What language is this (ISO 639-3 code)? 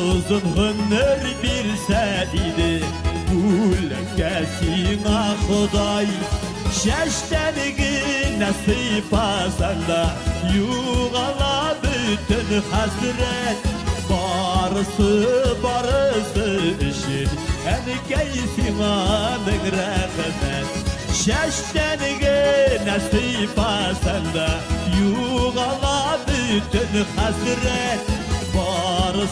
bak